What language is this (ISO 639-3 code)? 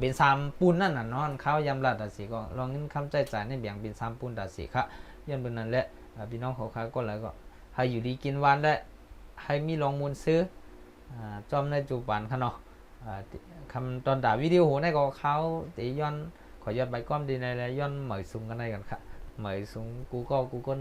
shn